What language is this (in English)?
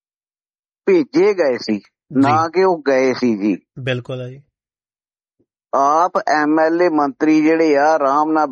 Punjabi